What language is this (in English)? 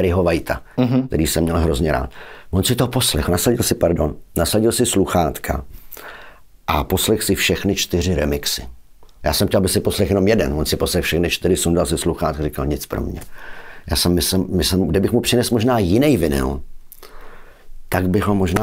Czech